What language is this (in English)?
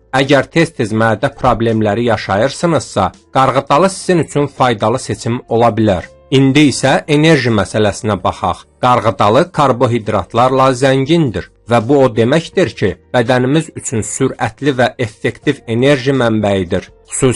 Azerbaijani